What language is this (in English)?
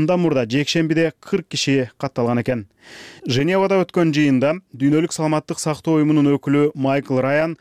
Kyrgyz